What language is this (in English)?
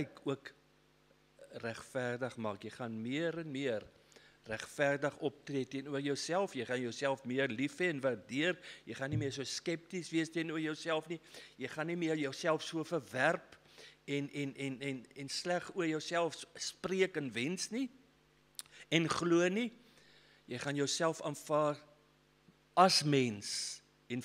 Afrikaans